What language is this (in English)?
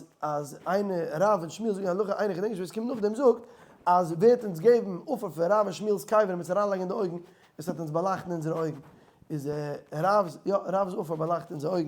Yiddish